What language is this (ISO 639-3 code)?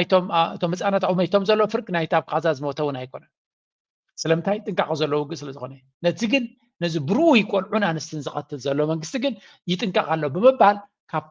tir